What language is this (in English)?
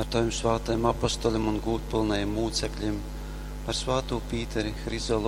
Latgalian